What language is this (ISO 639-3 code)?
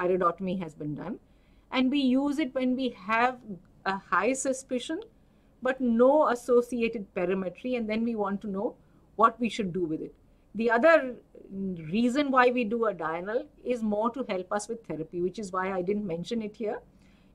eng